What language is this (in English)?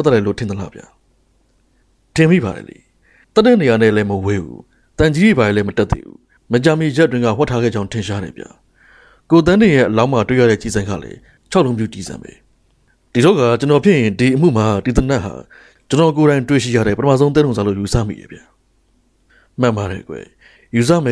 Burmese